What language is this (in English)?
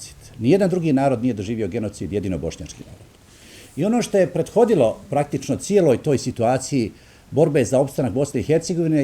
Bosnian